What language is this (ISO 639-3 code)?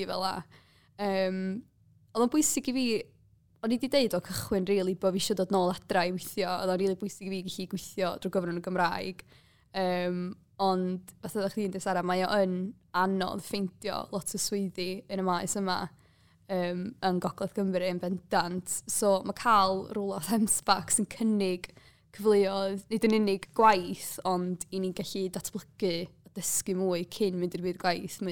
cym